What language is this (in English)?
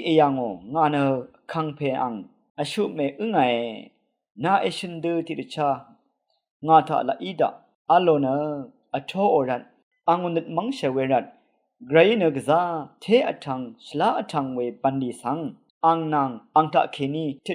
Rawang